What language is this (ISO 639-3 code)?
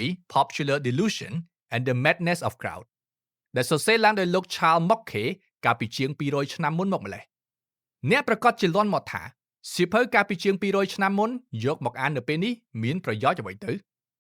khm